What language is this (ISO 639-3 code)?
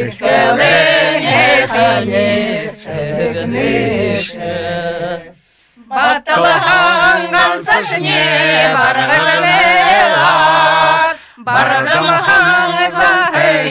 bua